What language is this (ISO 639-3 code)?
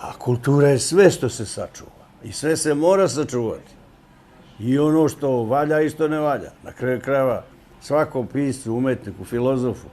srp